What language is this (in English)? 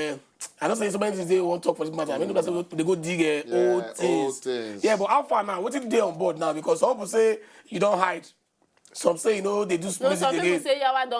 Nigerian Pidgin